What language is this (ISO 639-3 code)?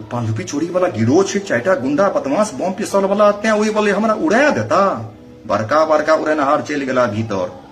mai